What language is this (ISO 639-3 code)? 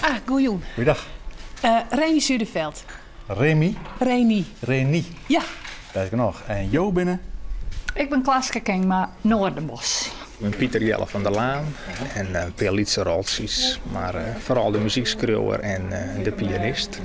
fry